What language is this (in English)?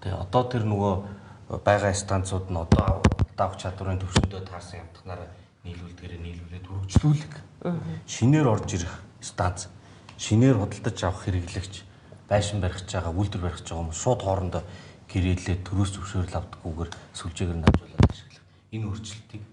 Mongolian